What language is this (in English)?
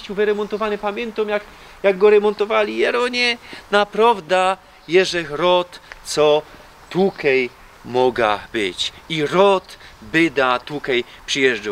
Silesian